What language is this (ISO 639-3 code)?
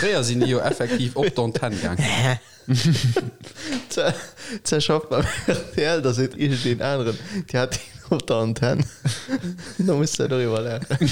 ltz